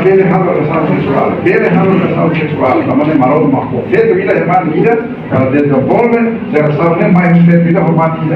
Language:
Tetum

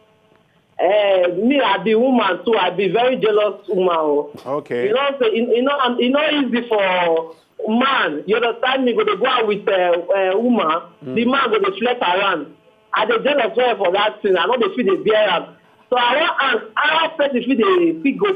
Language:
Nigerian Pidgin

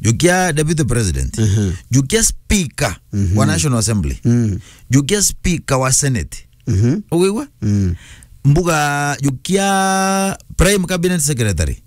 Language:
Meru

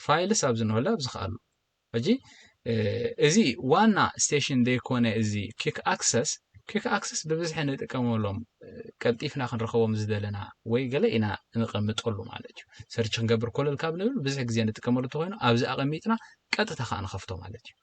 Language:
Tigrinya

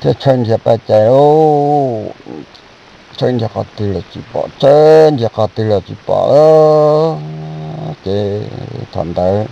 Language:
Hmong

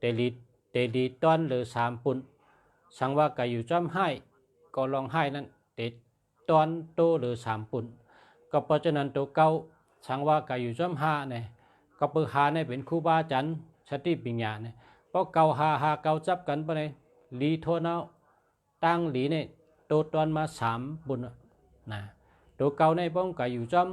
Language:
Shan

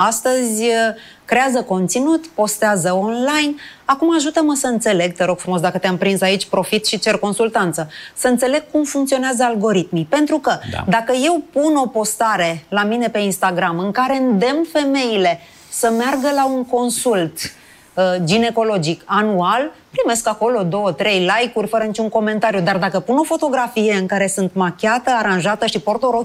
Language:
Romanian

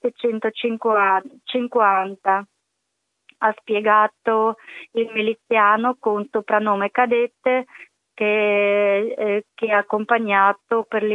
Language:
Italian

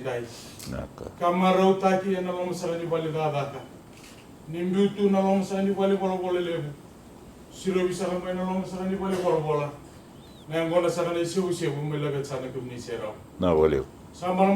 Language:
Fijian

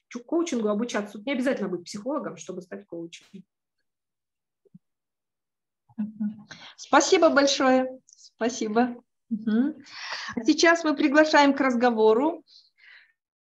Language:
Russian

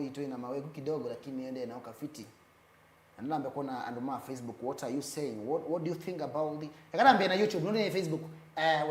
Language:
Kamba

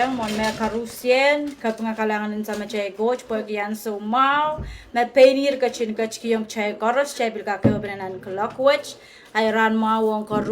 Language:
Pohnpeian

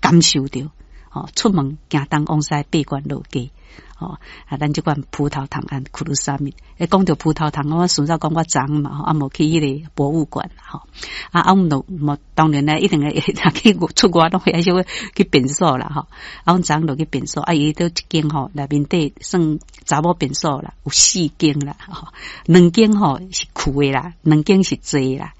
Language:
Min Nan Chinese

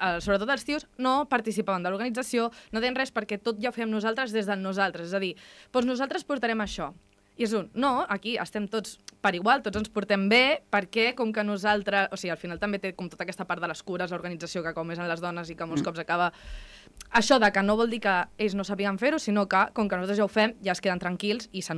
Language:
Catalan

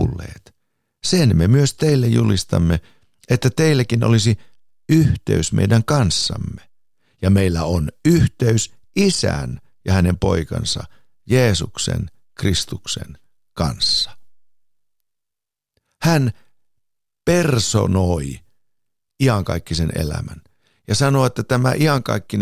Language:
Finnish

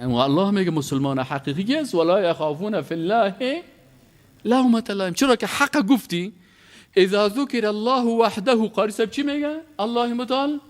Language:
Persian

